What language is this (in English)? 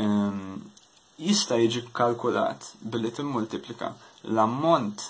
Maltese